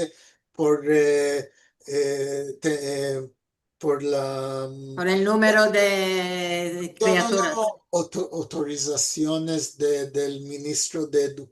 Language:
Ladino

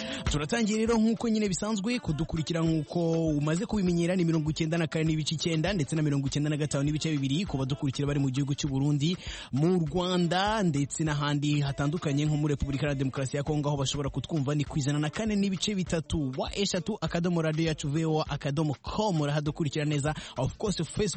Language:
Kinyarwanda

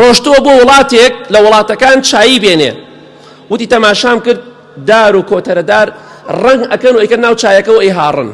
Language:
Central Kurdish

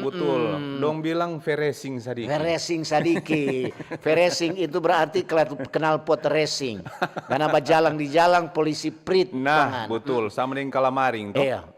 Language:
Manado Malay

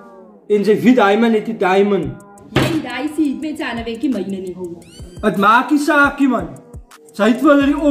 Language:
Afrikaans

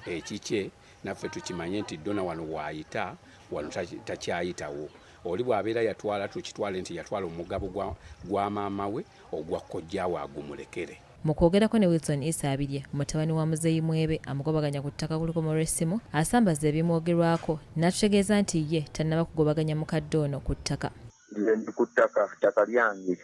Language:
Ganda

